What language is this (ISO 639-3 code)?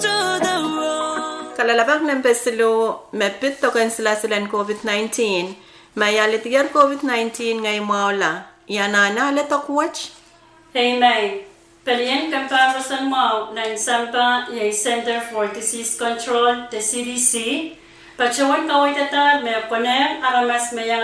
pon